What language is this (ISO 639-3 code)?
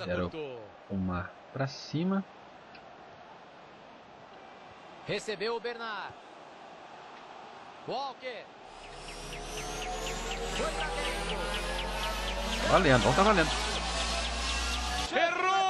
por